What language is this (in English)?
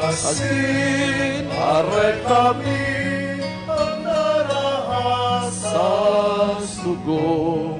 Bikol